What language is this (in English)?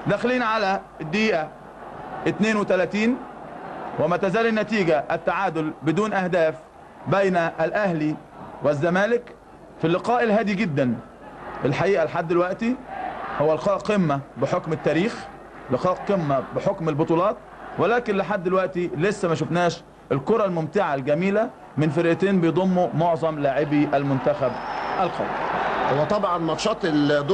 Egyptian Arabic